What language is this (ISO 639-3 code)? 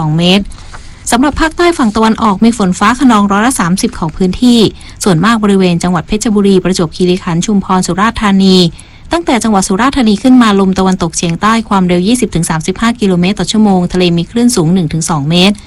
tha